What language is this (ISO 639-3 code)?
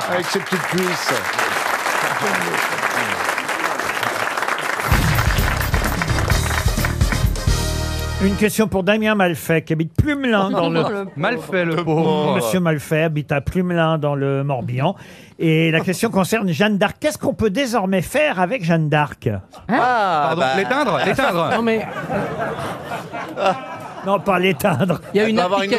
fra